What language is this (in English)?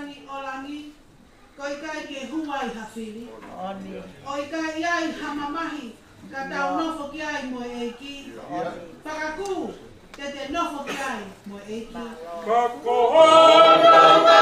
Tongan